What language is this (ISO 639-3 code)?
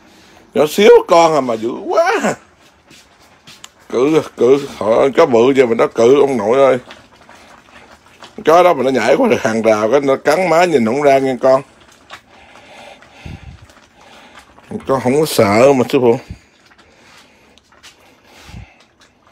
vie